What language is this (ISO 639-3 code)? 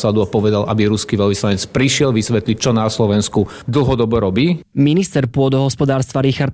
slk